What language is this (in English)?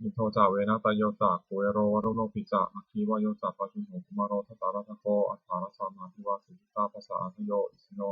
Pali